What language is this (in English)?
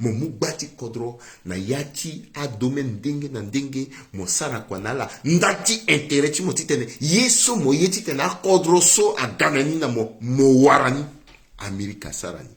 Sango